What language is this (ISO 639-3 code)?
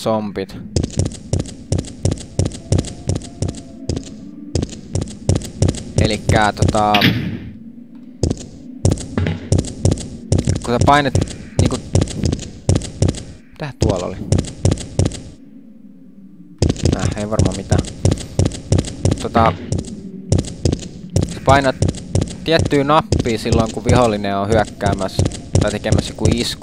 fin